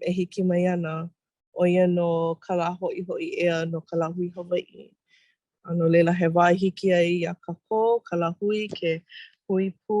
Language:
Hawaiian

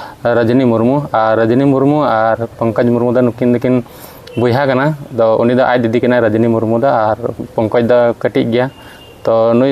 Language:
Santali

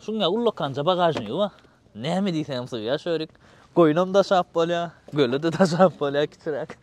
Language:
Turkmen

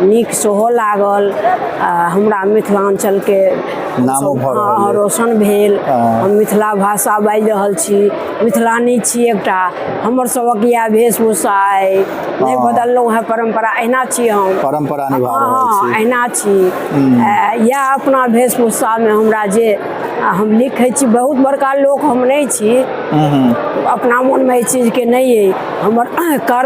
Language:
Maithili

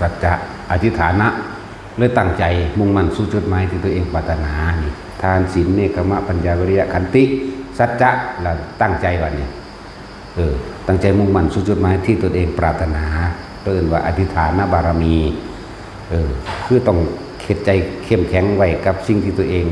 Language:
Northeastern Thai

